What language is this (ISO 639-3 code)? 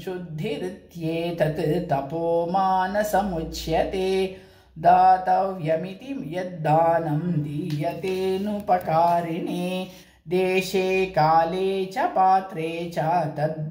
san